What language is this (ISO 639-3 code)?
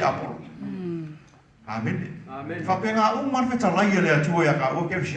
smo